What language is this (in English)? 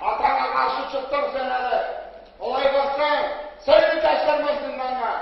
Kumyk